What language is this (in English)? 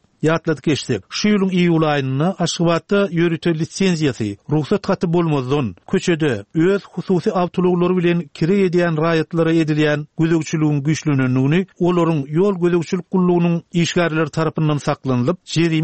Turkmen